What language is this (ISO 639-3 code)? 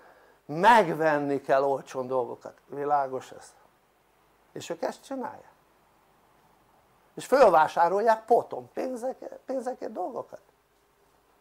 hun